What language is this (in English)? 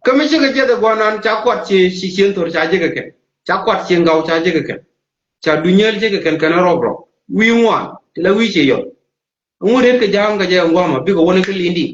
Nuer